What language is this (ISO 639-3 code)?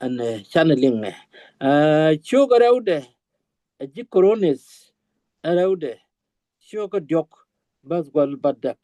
nus